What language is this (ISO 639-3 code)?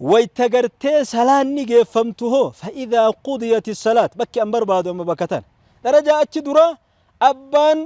orm